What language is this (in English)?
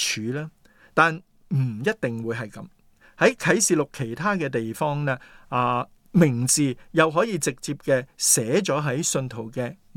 Cantonese